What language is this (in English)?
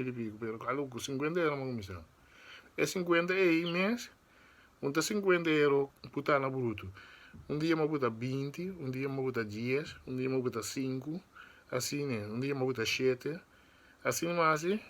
Papiamento